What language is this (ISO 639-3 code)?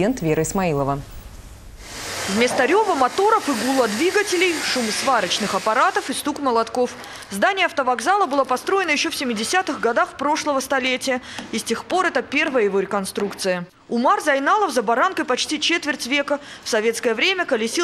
rus